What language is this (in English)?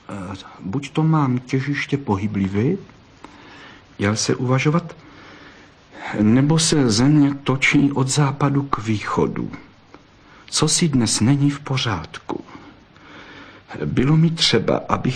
Czech